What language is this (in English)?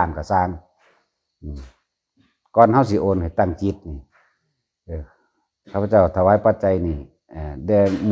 Northeastern Thai